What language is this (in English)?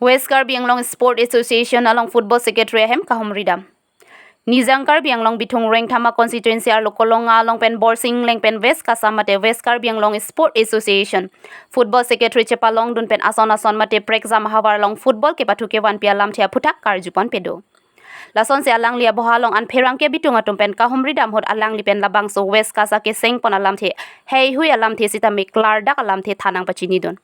Karbi